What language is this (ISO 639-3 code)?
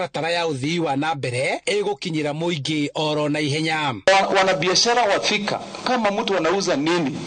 kik